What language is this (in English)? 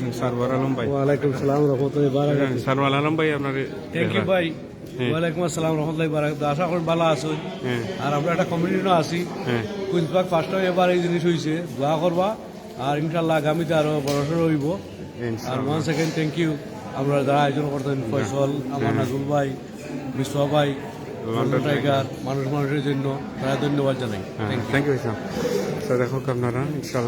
Sylheti